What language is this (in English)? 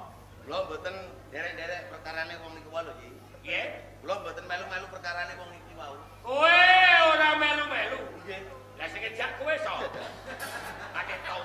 Javanese